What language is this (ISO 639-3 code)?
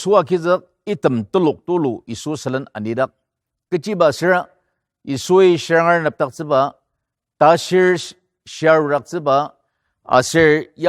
njo